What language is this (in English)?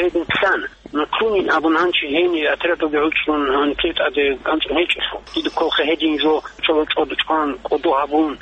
Avaric